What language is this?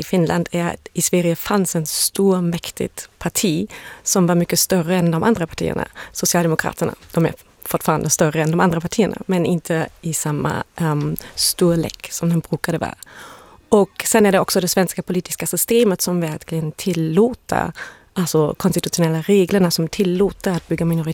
Swedish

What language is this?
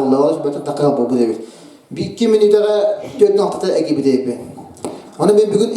Yakut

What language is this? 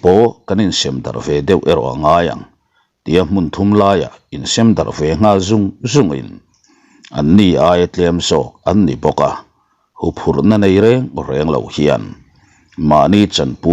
Mizo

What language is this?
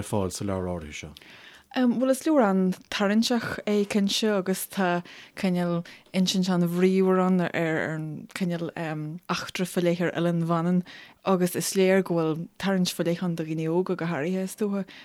Irish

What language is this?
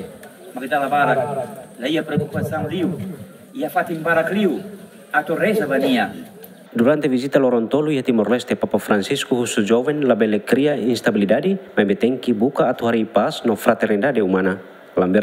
Tetum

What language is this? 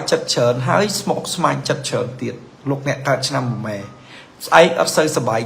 Khmer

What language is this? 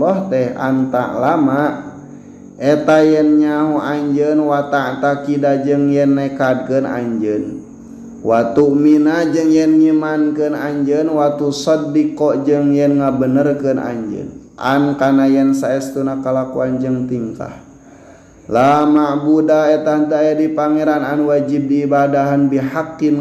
Sundanese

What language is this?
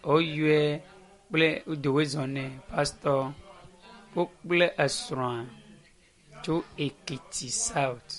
Ewe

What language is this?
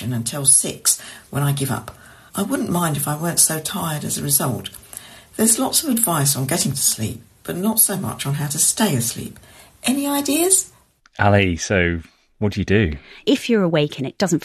English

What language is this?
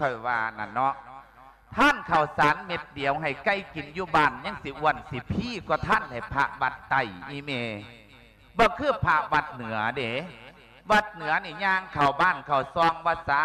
Lao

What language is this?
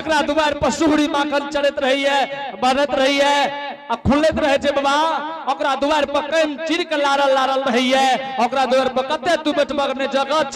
Angika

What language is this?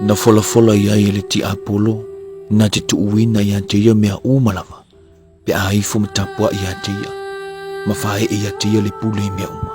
Samoan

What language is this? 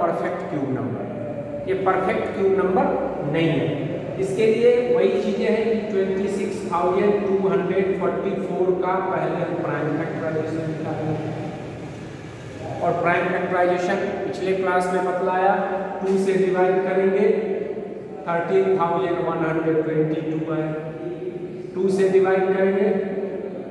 Hindi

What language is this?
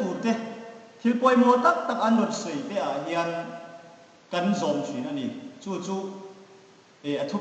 Hmar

